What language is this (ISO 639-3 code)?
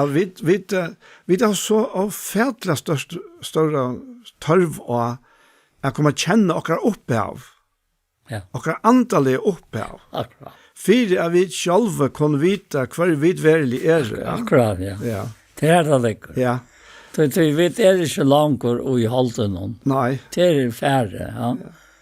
fao